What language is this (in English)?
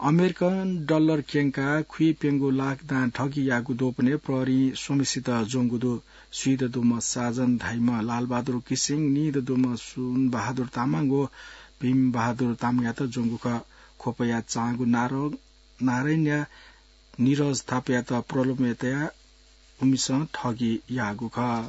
Newari